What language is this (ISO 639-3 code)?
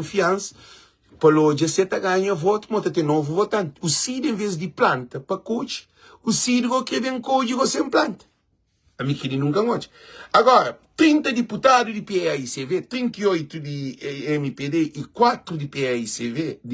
kea